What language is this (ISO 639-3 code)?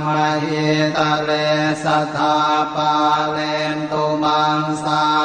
pli